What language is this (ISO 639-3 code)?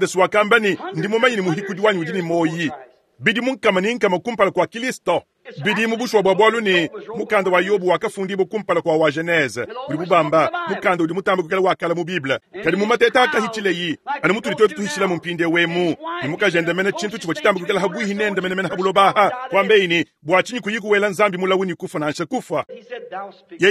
lua